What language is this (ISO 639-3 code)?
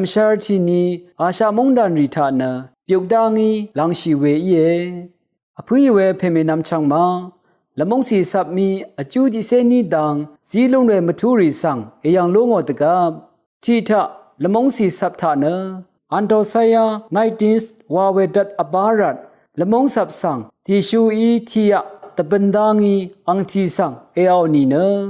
raw